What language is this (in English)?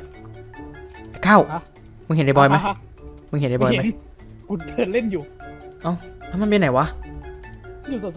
Thai